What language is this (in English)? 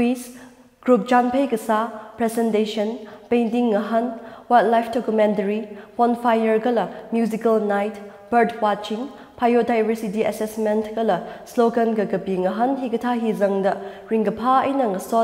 Tangkhul Naga (India)